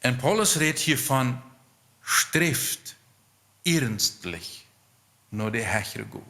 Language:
Plautdietsch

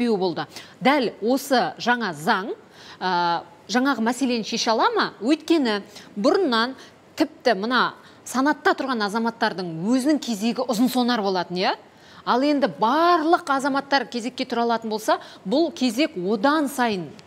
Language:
Kazakh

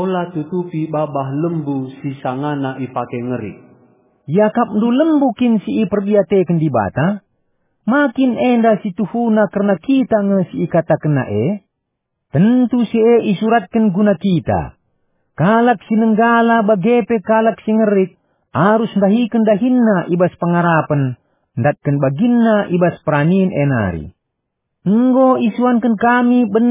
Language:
Batak Karo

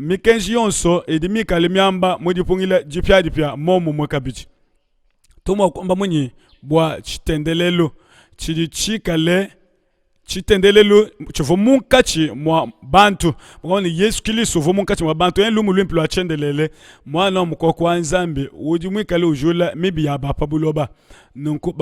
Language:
Luba-Lulua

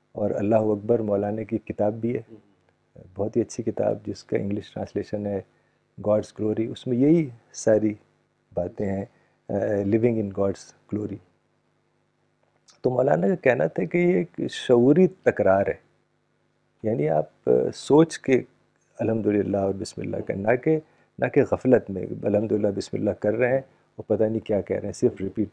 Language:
Urdu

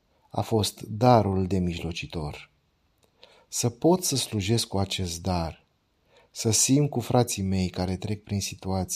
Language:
Romanian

